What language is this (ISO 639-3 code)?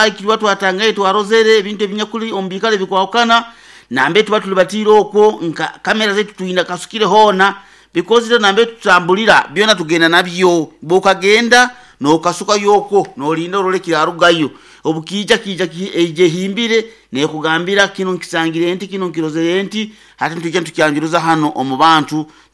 nyo